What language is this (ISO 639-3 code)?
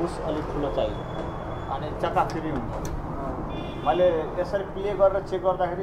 nep